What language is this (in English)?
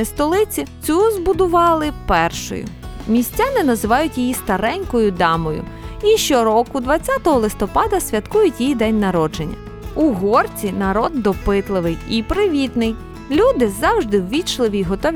Ukrainian